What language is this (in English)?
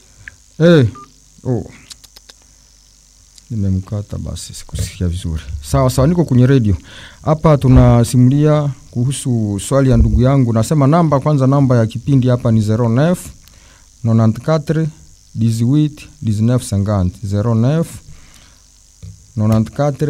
Swahili